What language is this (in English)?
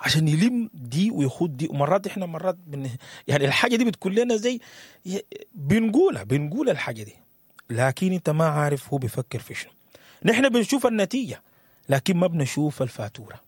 Sudanese Arabic